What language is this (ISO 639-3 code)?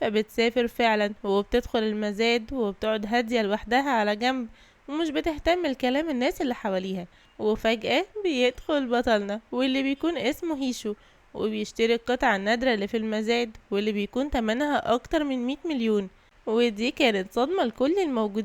arz